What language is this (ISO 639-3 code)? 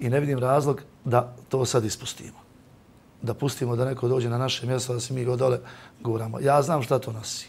bos